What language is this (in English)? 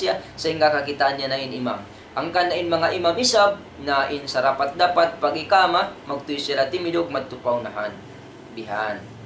Tausug